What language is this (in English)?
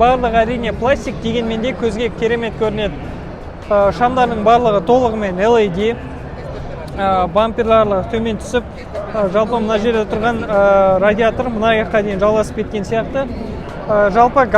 Kazakh